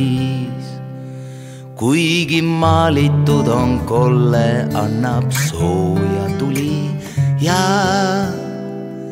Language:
Estonian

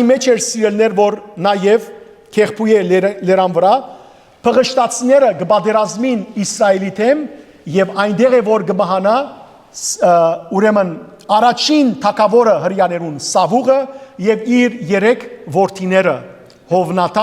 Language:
Western Armenian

